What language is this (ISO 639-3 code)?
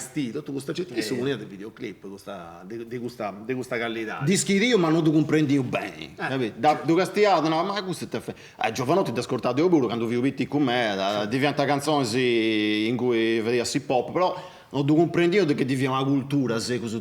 srd